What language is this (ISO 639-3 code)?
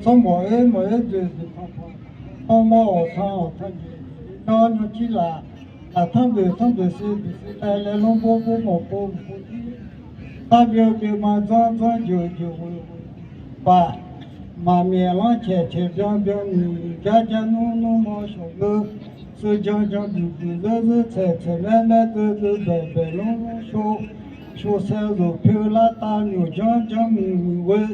ahk